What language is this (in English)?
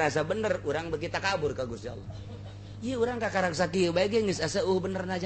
Sundanese